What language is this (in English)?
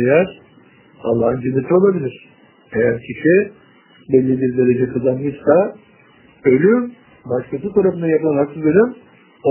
Turkish